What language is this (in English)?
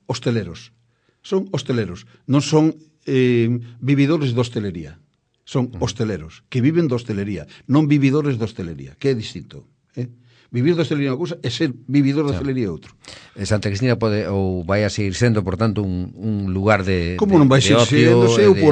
Galician